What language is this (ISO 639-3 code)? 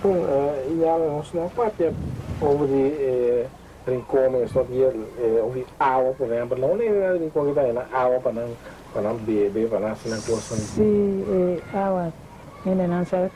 pap